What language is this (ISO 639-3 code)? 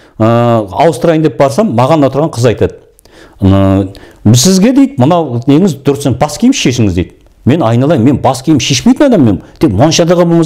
kaz